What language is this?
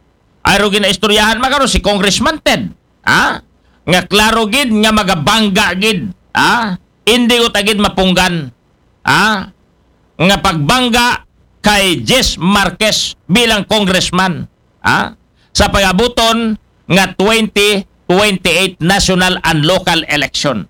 Aklanon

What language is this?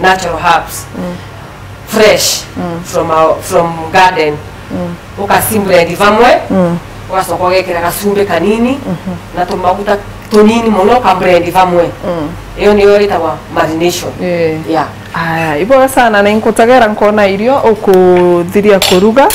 Meru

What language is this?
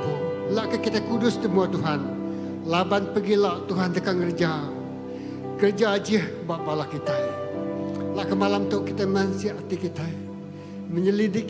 Iban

